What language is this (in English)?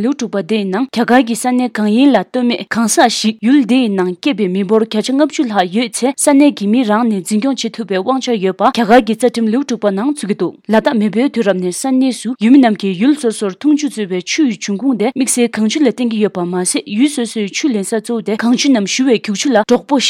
Tibetan